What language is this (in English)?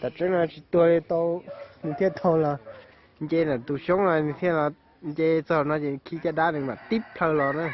Hmong